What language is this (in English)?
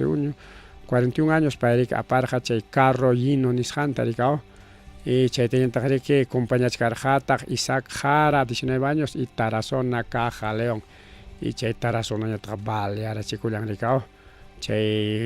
Ayacucho Quechua